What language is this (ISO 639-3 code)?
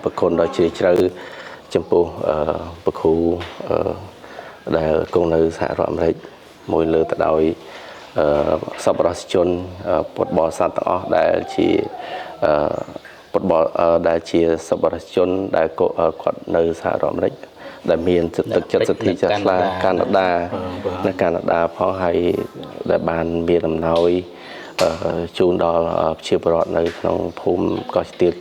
khm